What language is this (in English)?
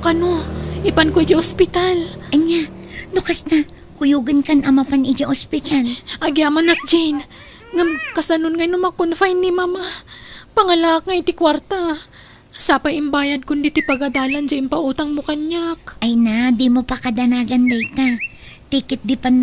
Iloko